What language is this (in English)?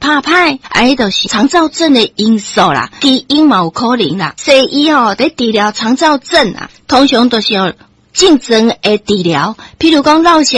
Min Nan Chinese